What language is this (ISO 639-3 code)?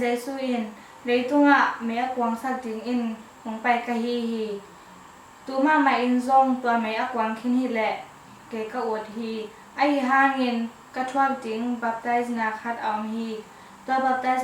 ctd